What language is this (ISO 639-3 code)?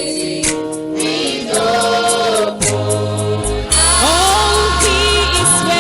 ewe